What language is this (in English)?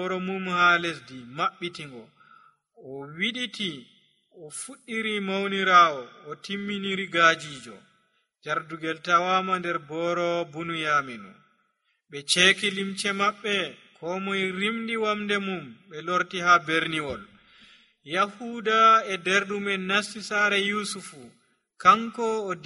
Nigerian Fulfulde